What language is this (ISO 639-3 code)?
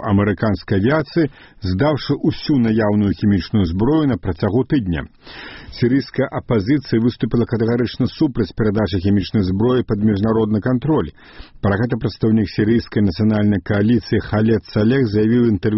bel